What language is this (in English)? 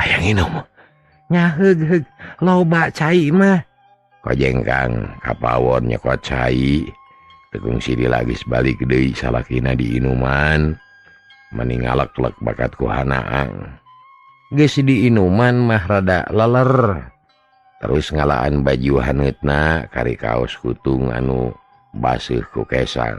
Sundanese